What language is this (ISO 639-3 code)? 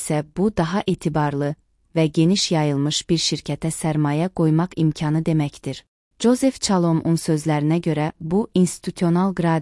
aze